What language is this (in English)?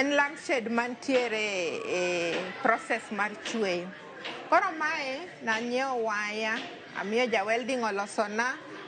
Luo (Kenya and Tanzania)